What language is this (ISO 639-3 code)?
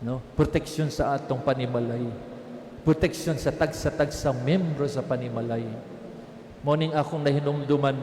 ceb